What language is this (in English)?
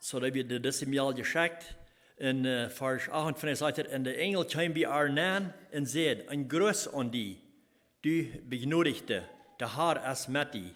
Plautdietsch